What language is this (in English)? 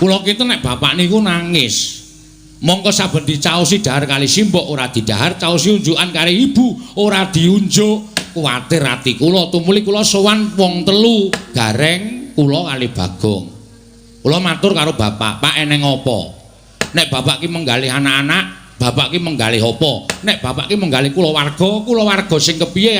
Javanese